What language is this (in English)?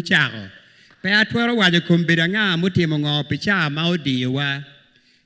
Acoli